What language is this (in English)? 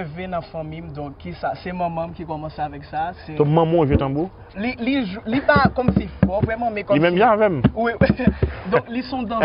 Haitian Creole